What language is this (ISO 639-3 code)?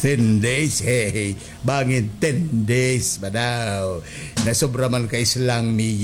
war